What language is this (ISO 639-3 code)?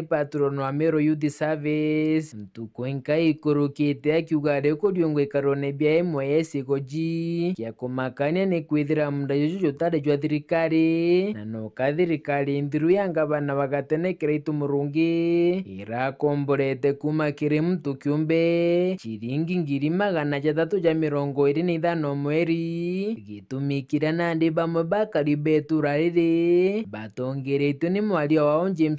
mer